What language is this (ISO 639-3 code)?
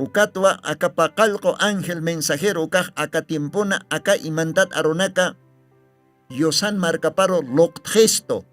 aym